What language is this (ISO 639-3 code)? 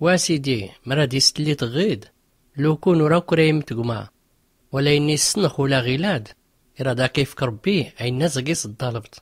shi